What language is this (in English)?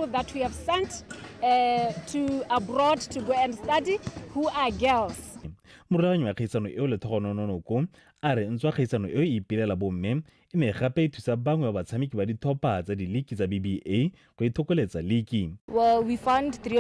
Tswana